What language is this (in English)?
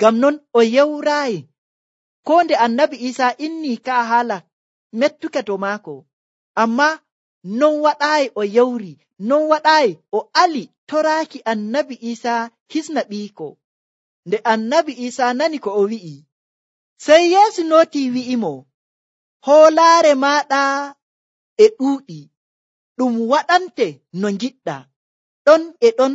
Nigerian Fulfulde